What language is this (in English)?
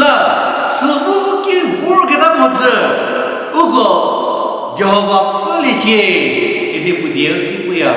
Angami Naga